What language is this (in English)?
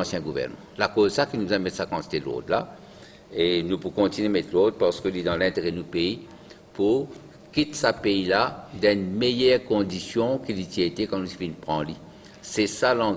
Morisyen